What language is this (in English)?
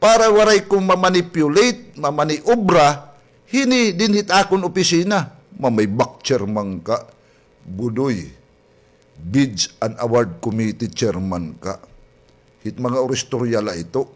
Waray